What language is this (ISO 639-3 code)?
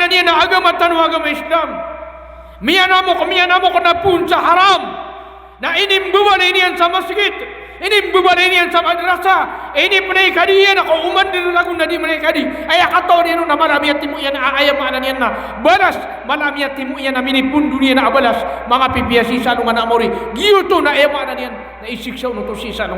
mrw